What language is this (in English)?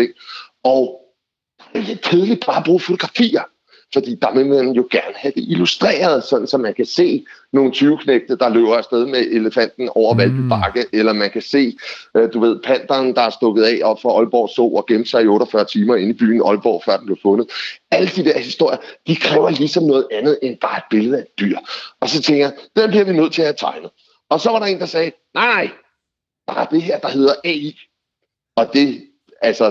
Danish